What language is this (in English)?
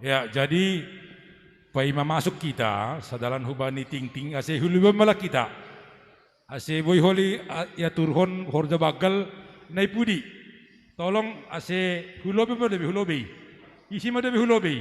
Batak Simalungun